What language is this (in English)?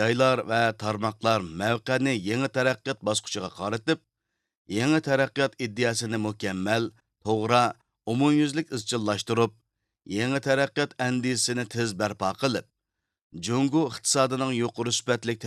Uyghur